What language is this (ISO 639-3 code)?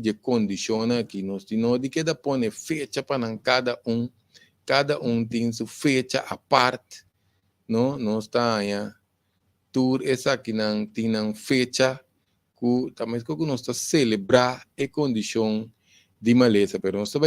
pap